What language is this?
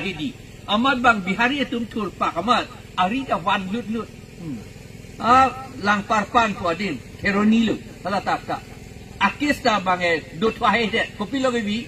Karbi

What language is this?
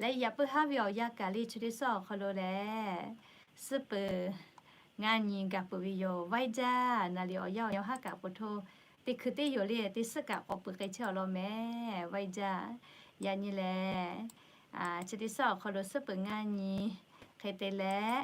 Lahu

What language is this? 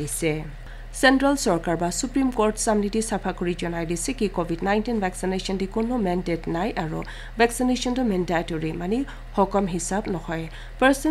Naga Pidgin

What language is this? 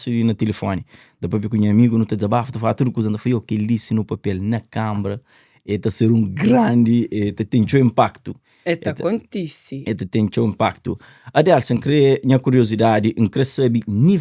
Kabuverdianu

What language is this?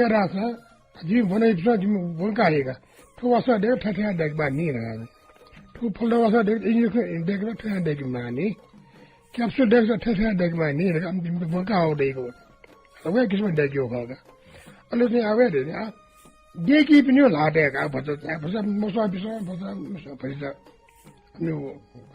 Newari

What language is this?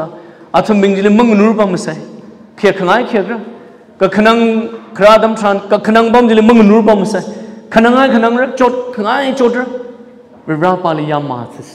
Tangkhul Naga (India)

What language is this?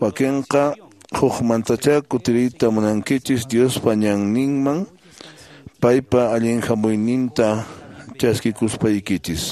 Quechua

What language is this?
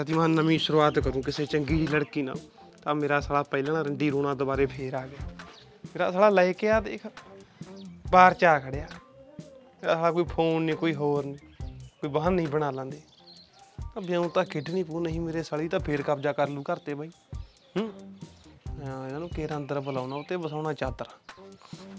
Punjabi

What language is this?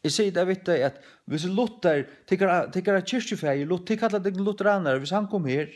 Faroese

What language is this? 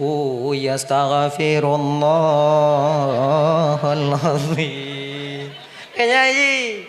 Achinese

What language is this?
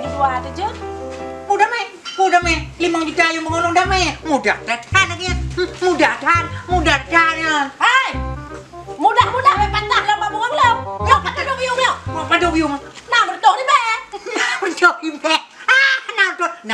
Achinese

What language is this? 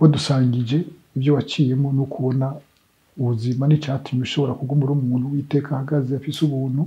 Kinyarwanda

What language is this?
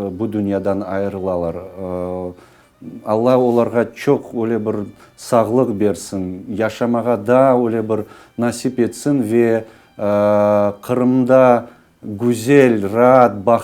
Crimean Tatar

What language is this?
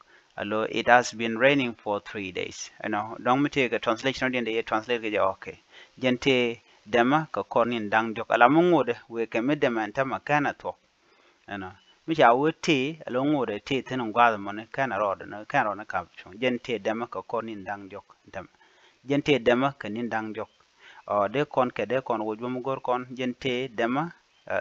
Nuer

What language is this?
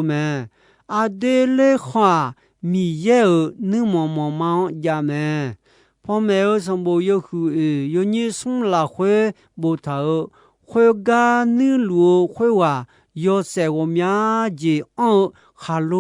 Akha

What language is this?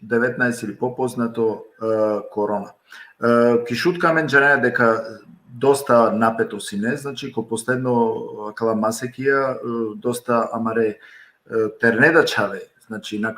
Balkan Romani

